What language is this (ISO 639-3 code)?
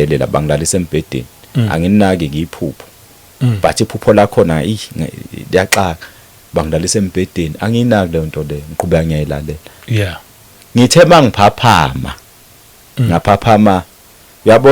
zul